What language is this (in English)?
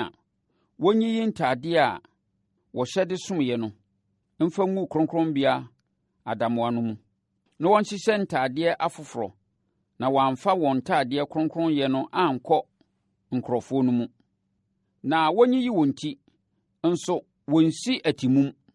Akan